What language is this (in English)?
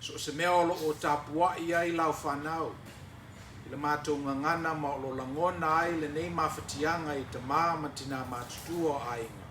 Samoan